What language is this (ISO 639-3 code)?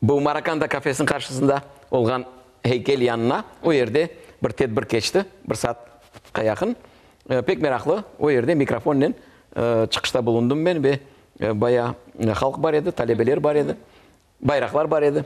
crh